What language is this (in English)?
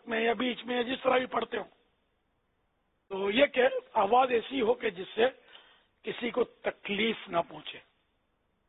Urdu